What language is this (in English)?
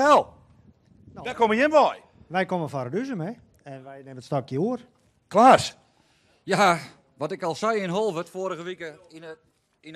Western Frisian